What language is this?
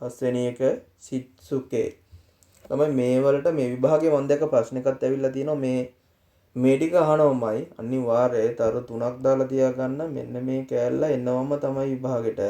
Sinhala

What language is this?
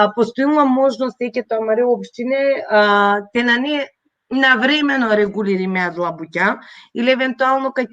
Balkan Romani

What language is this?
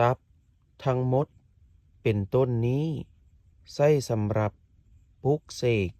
Lao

